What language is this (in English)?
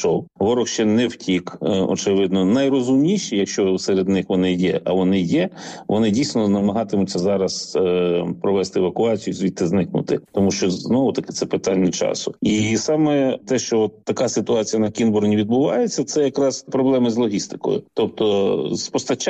Ukrainian